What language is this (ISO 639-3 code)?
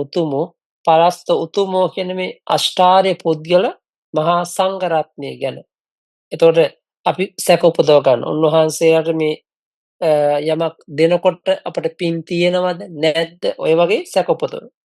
sin